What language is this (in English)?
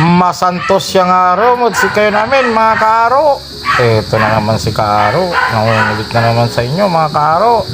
Pangasinan